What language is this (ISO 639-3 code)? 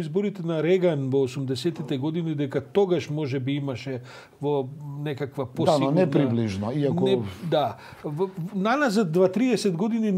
mkd